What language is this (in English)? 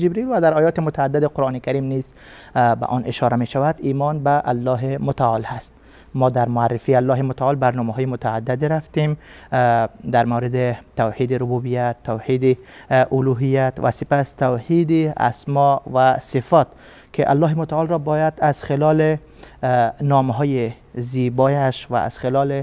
Persian